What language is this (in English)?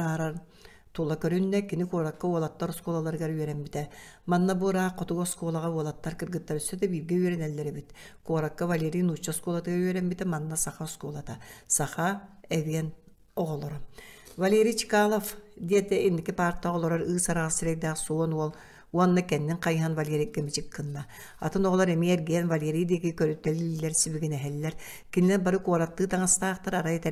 Yakut